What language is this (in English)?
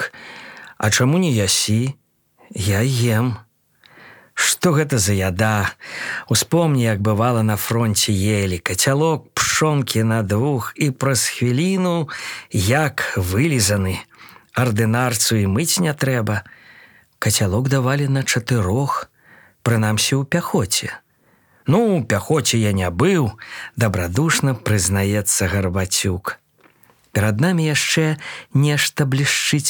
Belarusian